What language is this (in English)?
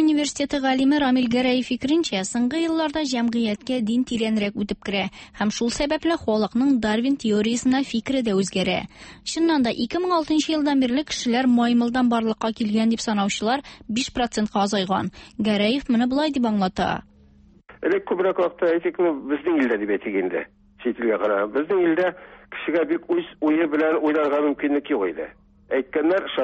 Tatar